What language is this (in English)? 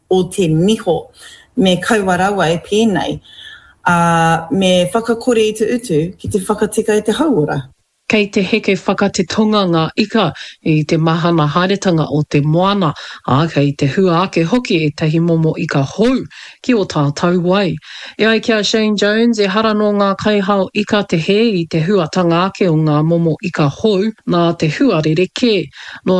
Māori